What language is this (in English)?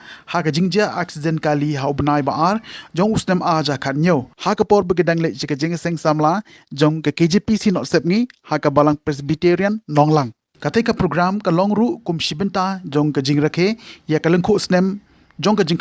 Khasi